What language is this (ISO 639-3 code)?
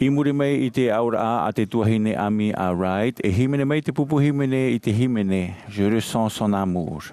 tah